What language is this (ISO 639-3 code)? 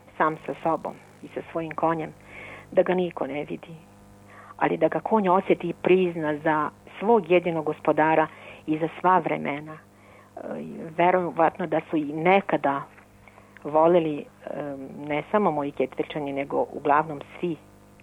srp